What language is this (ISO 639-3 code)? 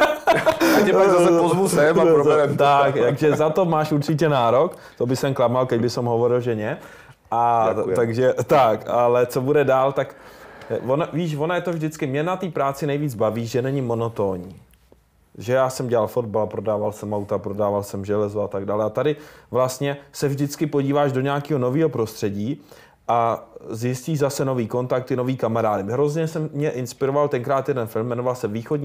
ces